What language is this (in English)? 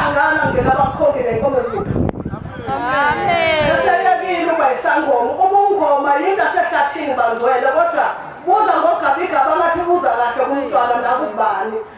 Zulu